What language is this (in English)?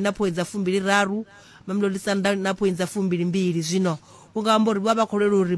Venda